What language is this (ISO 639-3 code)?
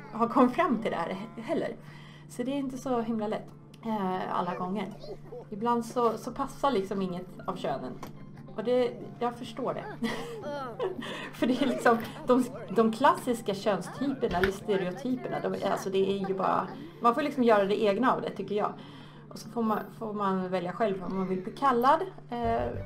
swe